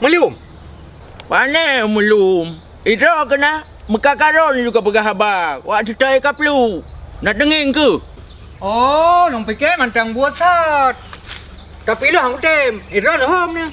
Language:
Achinese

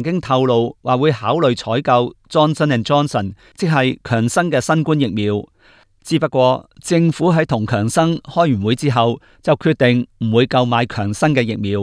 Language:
Cantonese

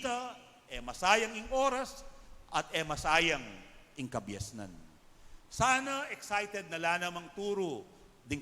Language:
Pampanga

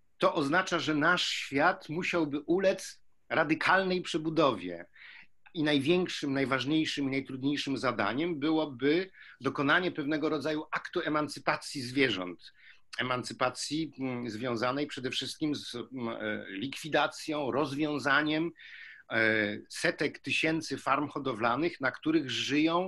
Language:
Polish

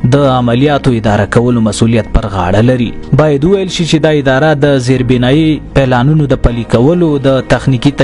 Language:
Pashto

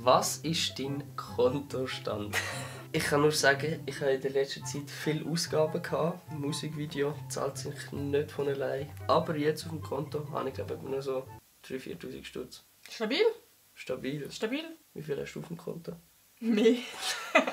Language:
Swiss German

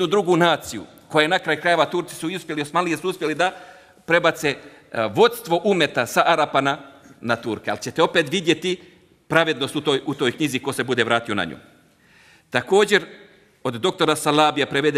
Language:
Bosnian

